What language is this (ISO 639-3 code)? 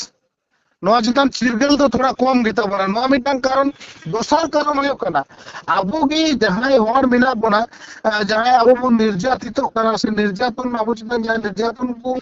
sat